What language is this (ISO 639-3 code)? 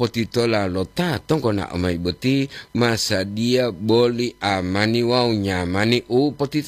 gor